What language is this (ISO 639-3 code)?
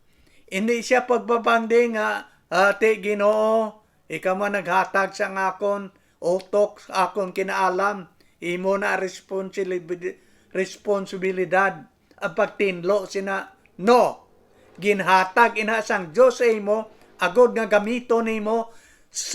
hil